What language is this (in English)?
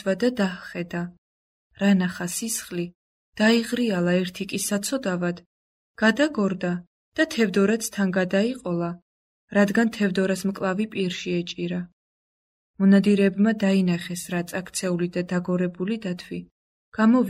Georgian